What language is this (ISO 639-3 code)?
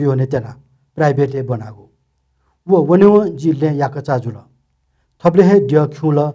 new